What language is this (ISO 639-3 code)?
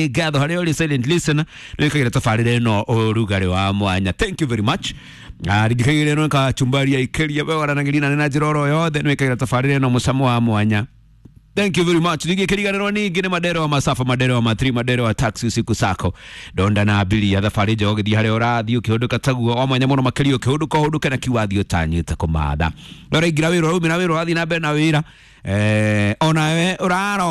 kik